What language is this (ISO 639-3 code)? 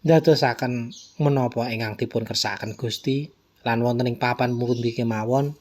jav